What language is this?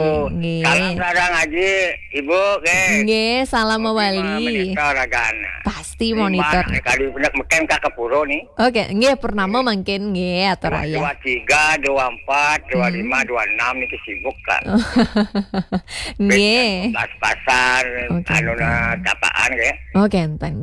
Balinese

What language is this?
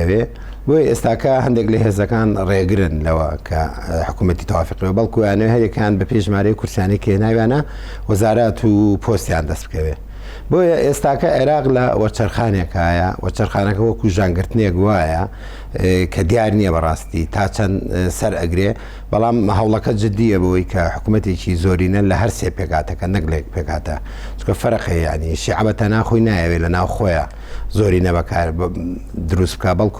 Central Kurdish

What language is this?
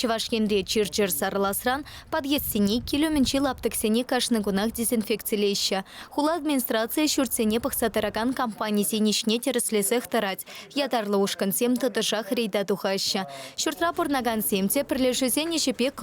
Chuvash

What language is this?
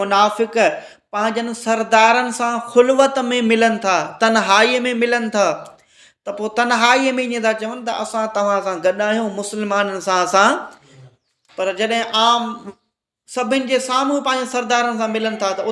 Sindhi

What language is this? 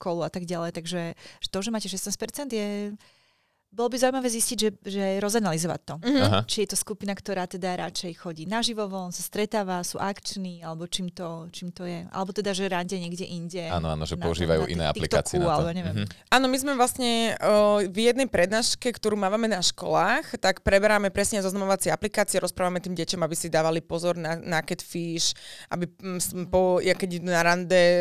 Slovak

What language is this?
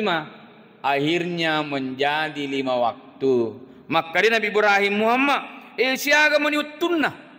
Buginese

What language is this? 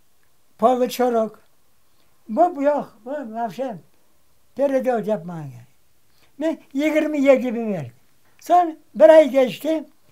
Crimean Tatar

